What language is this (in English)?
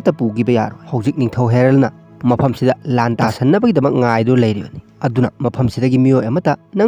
Manipuri